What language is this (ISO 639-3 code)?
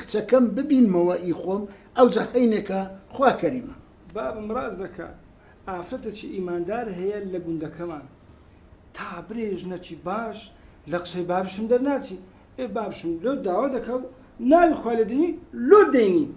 ckb